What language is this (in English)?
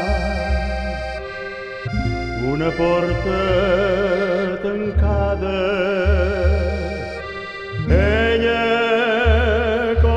Catalan